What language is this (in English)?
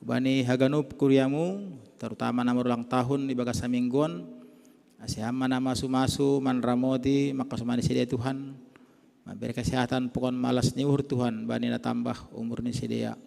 Batak Simalungun